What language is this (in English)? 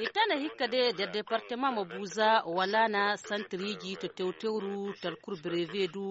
Fula